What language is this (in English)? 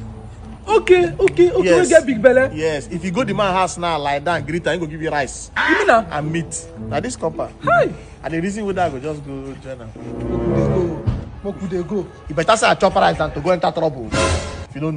Nigerian Pidgin